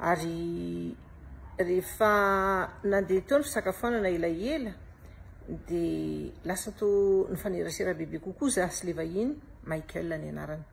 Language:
Malagasy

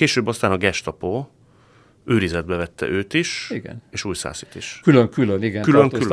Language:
Hungarian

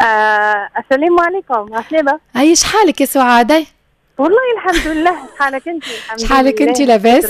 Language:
Tunisian Arabic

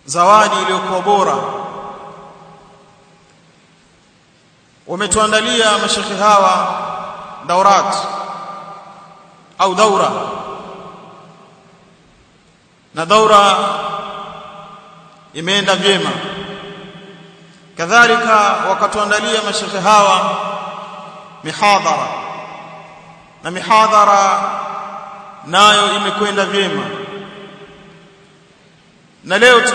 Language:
Swahili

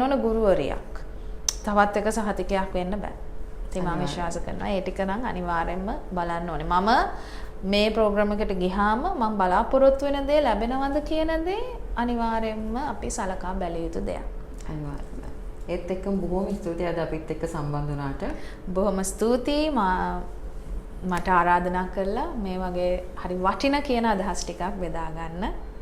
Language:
Sinhala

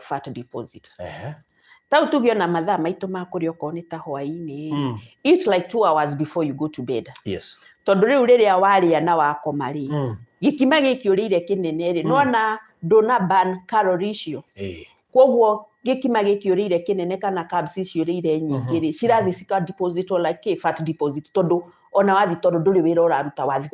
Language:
Kikuyu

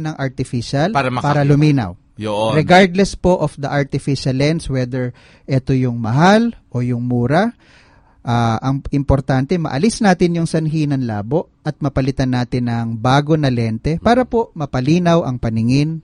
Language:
Filipino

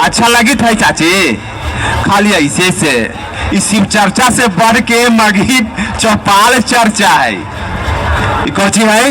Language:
Magahi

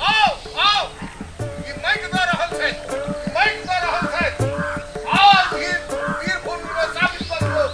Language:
Maithili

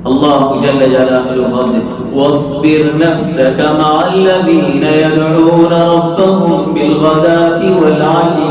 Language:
Rohingya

